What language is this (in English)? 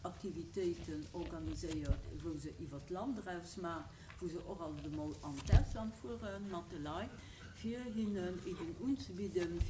Luxembourgish